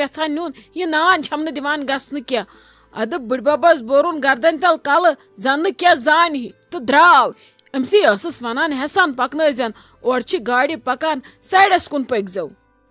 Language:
Kashmiri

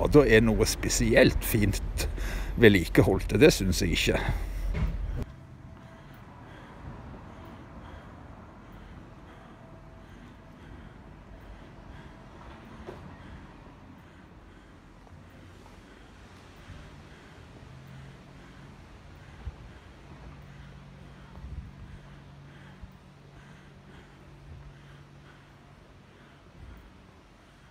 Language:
Norwegian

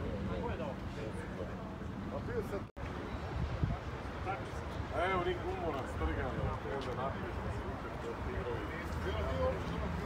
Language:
Croatian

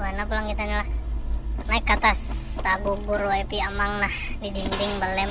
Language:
Banjar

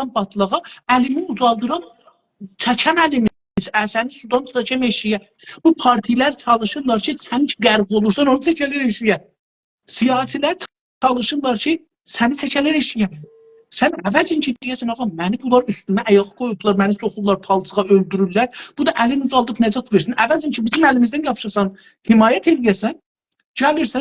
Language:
South Azerbaijani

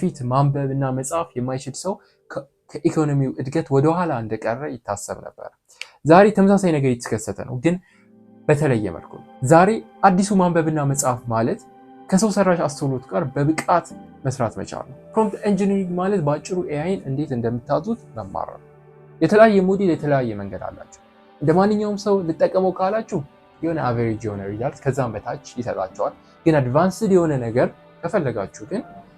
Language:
Amharic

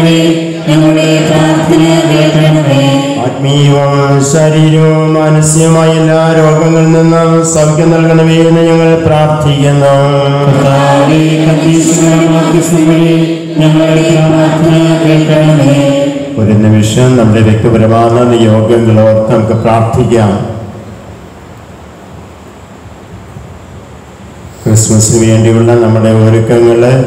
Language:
Malayalam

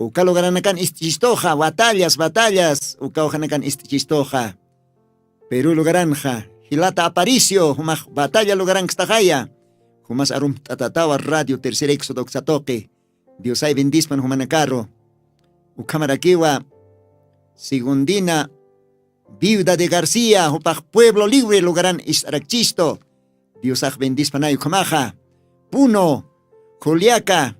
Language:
Aymara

